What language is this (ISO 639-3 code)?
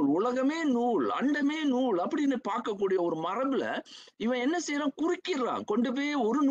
tam